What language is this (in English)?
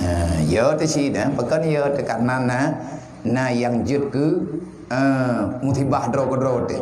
Achinese